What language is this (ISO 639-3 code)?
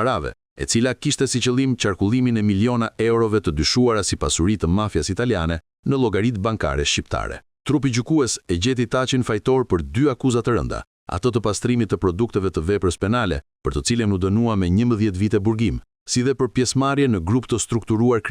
sqi